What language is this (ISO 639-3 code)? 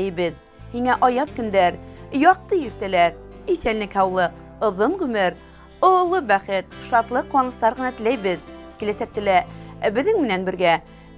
bak